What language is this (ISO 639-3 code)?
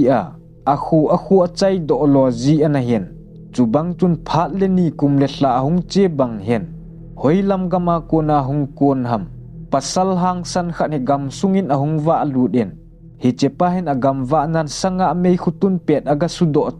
tcz